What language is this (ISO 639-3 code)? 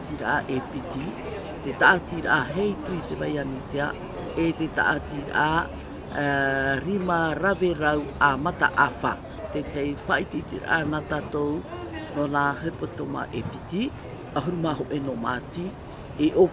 tah